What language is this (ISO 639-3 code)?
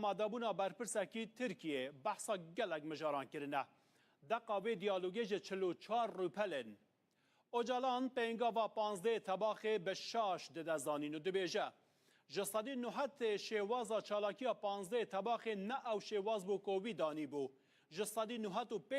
kur